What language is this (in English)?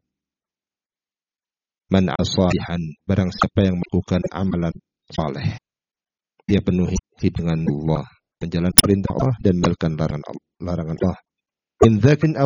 Indonesian